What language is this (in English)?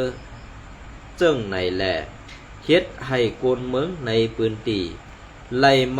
Shan